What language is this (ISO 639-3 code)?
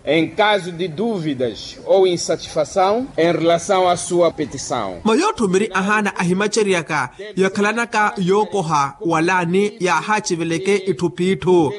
vmw